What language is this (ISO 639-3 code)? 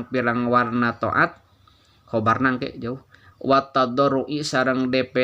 sun